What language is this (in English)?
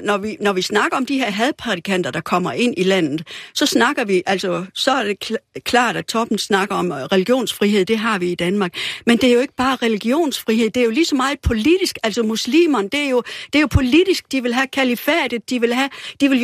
Danish